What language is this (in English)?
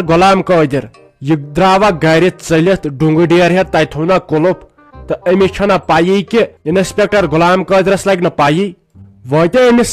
Kashmiri